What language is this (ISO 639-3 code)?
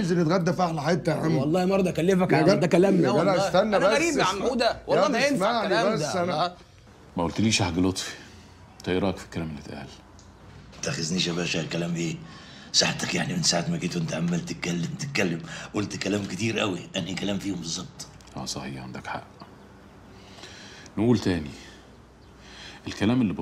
arz